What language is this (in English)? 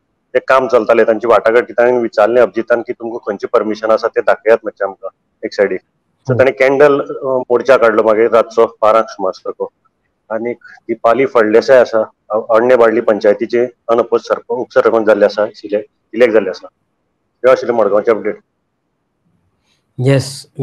Konkani